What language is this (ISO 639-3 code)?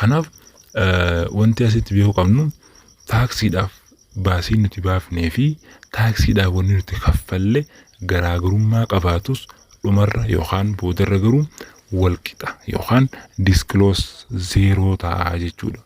orm